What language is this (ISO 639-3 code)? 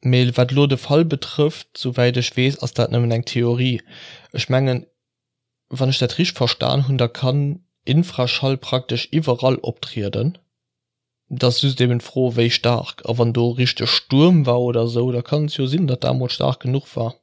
ltz